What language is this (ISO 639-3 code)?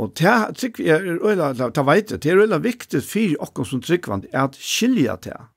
fao